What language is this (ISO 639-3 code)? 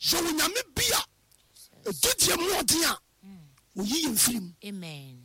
aka